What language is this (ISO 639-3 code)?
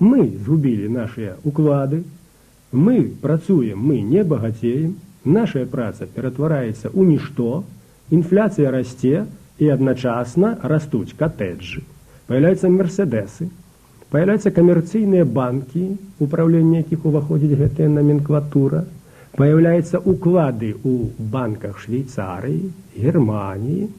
bel